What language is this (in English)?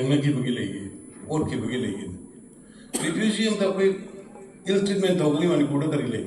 Manipuri